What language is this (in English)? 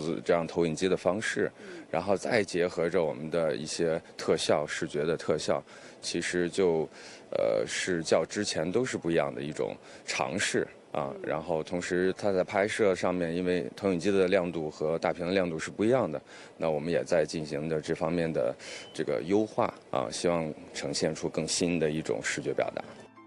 Chinese